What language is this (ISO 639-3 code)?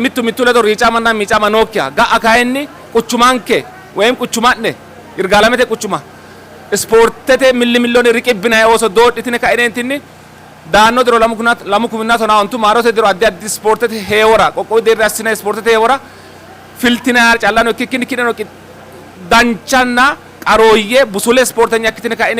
sid